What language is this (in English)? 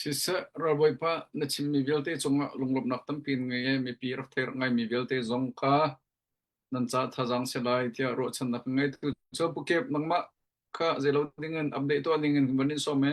Hakha Chin